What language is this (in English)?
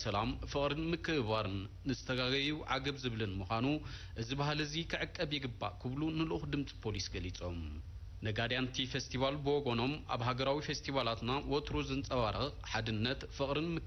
Tigrinya